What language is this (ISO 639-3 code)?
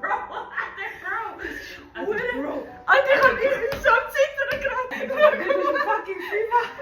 gsw